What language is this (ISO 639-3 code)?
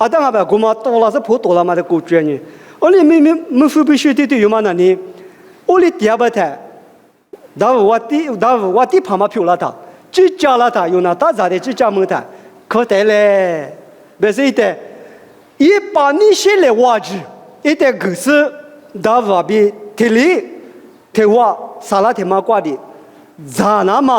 lis